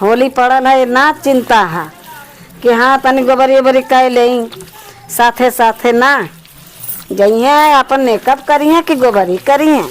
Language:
Awadhi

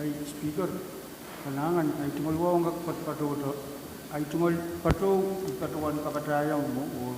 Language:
Pohnpeian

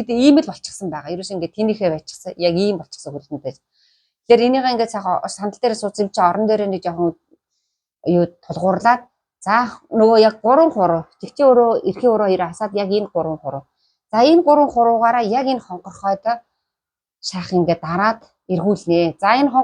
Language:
Mongolian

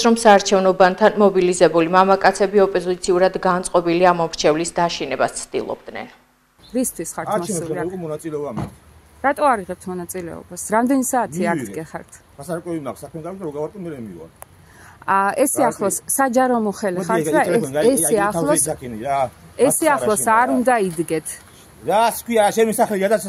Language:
Georgian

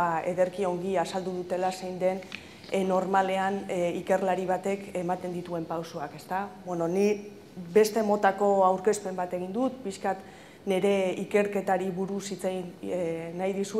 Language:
Basque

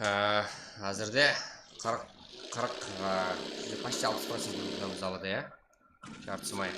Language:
Kara-Kalpak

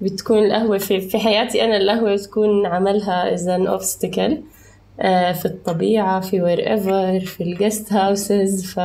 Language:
North Levantine Arabic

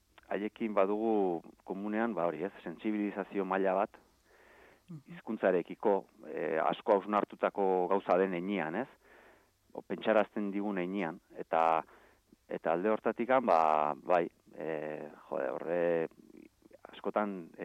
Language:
Basque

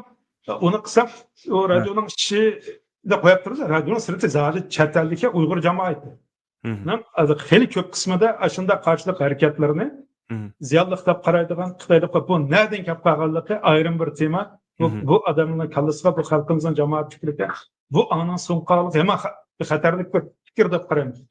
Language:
Uyghur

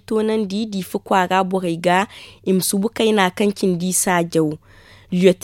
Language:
Zarma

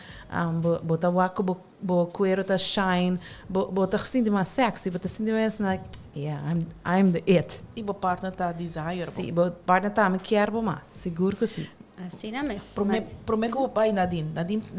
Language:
Papiamento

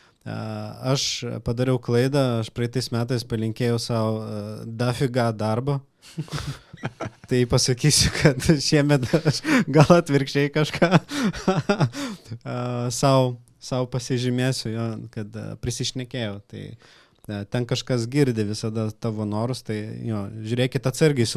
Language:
Lithuanian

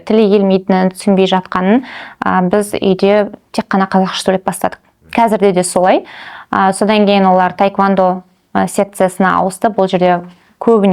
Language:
Kazakh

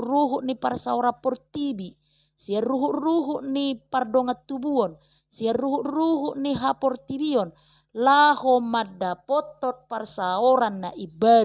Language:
Batak Toba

